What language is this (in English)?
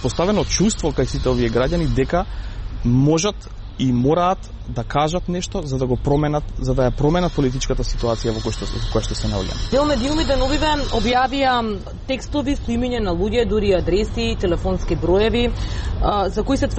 Macedonian